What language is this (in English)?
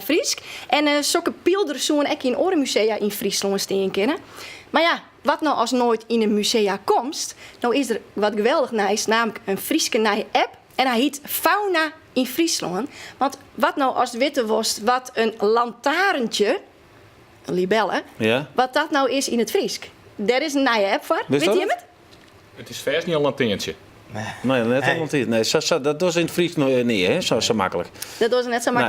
Western Frisian